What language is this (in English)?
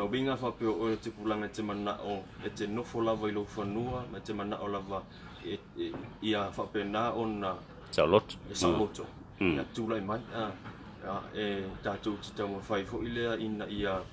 Samoan